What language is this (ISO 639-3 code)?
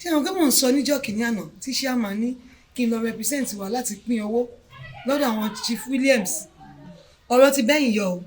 yor